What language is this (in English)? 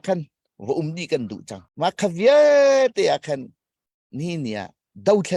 Hakha Chin